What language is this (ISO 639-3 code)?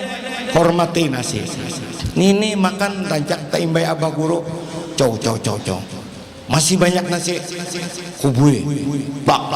bjn